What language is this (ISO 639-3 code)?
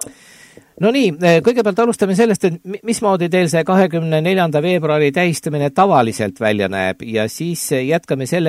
est